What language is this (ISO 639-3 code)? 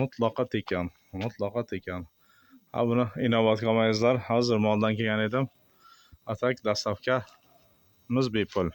uzb